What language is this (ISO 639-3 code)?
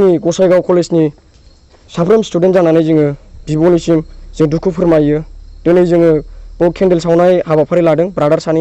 brx